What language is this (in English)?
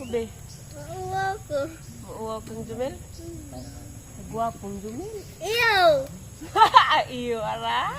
Cebuano